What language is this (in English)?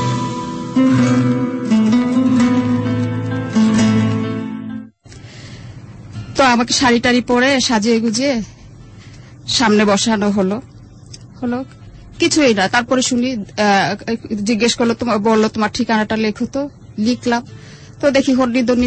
Bangla